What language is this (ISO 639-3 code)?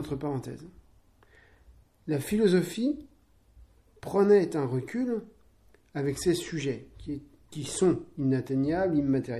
fra